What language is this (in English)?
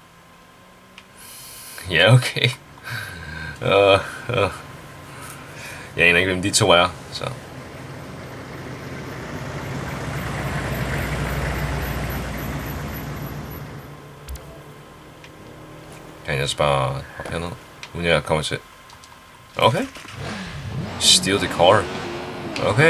Danish